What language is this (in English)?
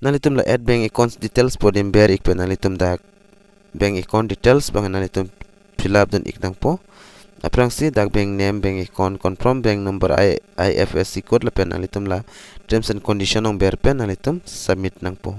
Karbi